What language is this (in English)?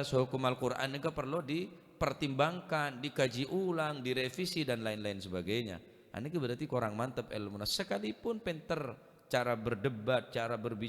Madurese